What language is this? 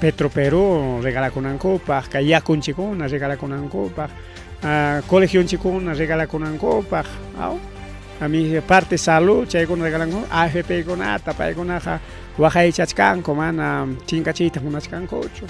Ayacucho Quechua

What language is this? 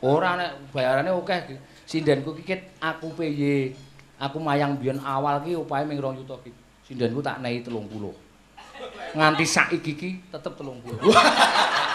Javanese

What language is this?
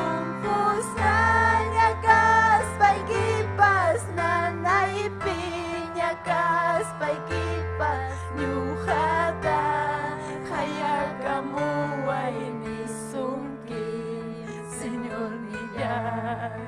Ayacucho Quechua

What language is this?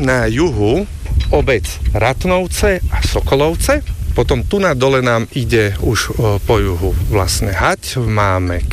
Slovak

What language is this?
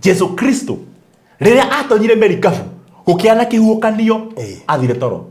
Kikuyu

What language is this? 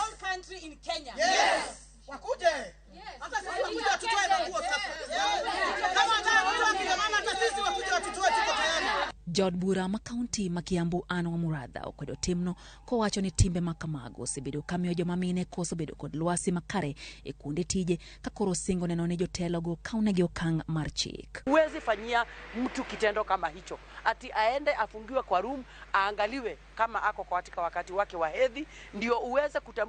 Luo (Kenya and Tanzania)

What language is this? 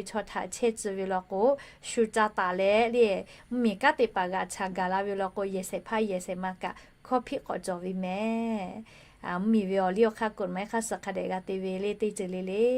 Lahu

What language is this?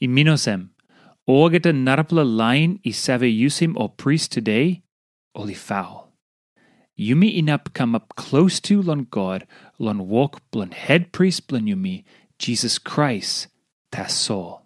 Tok Pisin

